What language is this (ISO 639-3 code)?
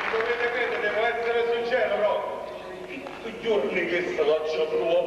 nap